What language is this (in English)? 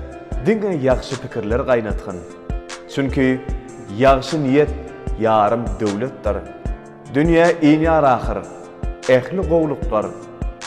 Turkmen